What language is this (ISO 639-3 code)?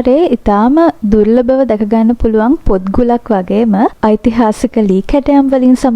sin